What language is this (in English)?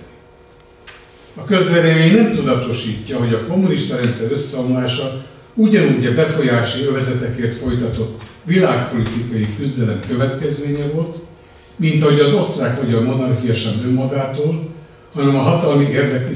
Hungarian